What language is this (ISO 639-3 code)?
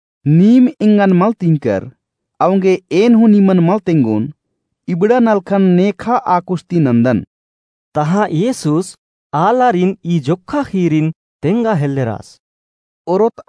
kru